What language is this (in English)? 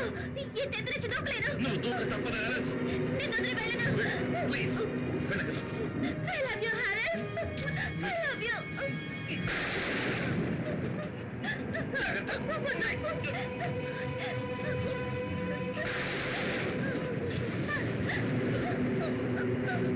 Telugu